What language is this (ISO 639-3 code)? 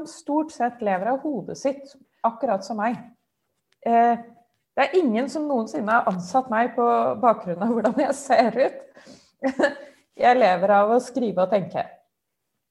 nor